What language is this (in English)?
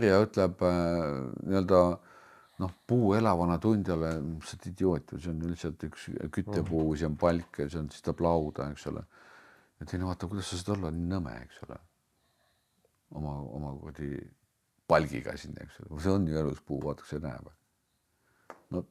Estonian